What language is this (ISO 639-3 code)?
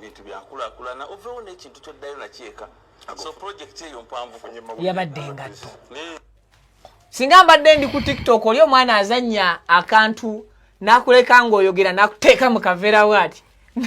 lug